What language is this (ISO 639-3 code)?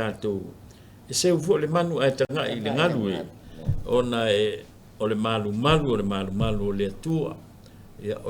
smo